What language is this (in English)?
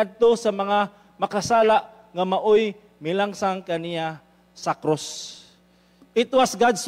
Cebuano